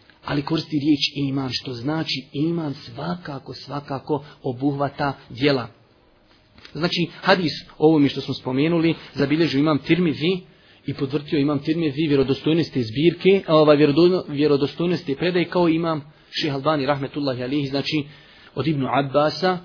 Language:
Bosnian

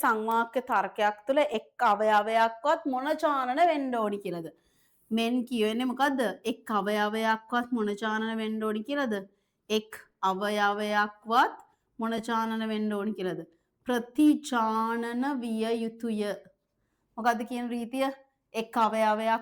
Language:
Sinhala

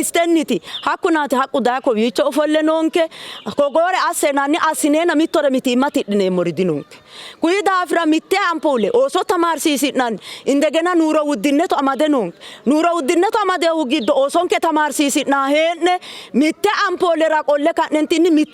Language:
Sidamo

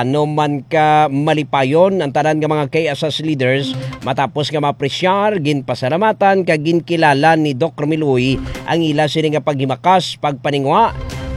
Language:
Hiligaynon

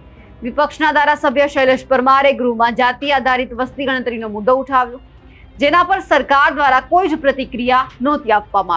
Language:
Gujarati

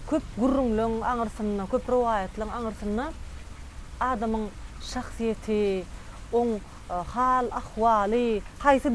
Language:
Turkmen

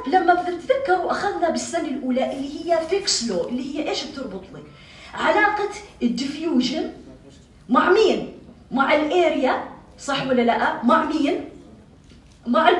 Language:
North Levantine Arabic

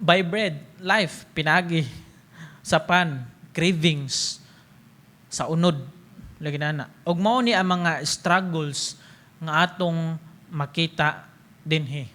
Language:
Cebuano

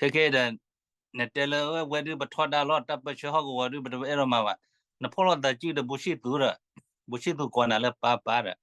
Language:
S'gaw Karen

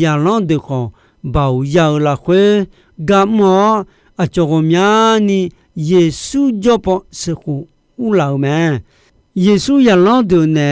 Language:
Akha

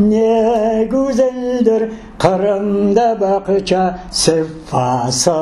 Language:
Crimean Tatar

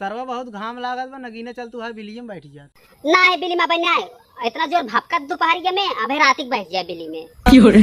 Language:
Awadhi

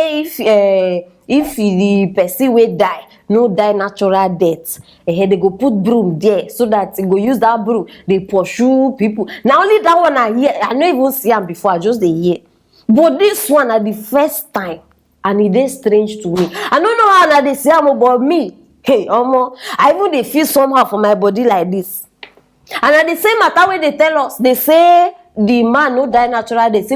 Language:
Nigerian Pidgin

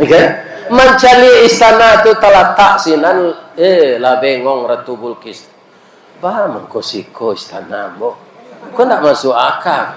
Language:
Minangkabau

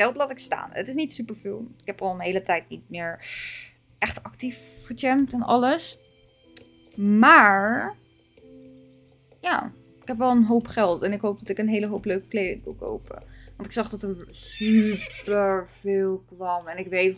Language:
Dutch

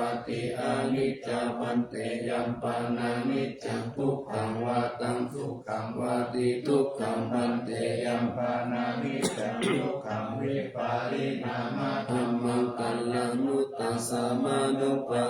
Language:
Pali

